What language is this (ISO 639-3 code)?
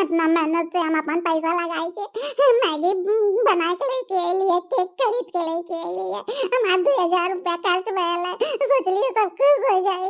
bho